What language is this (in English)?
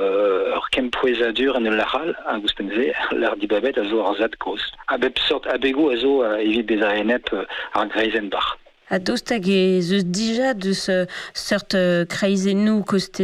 Breton